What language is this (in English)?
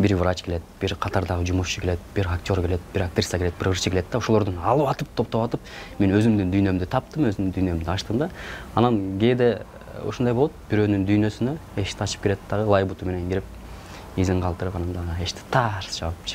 Kyrgyz